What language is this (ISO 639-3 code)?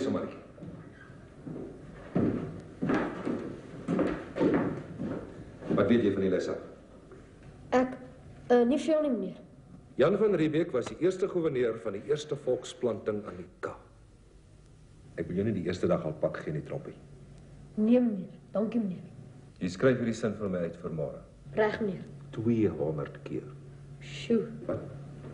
afr